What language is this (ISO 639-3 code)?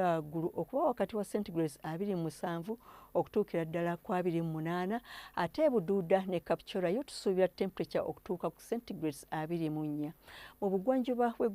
lug